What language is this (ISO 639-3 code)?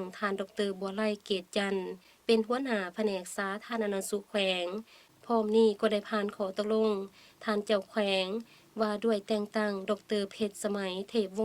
lao